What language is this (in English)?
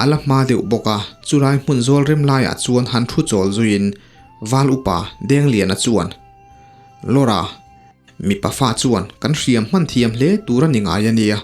Mizo